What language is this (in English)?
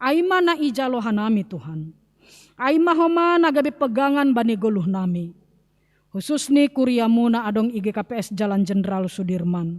Batak Simalungun